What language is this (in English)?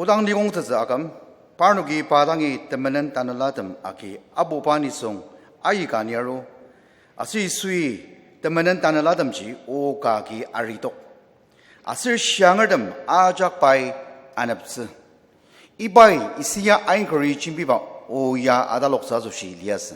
Ao Naga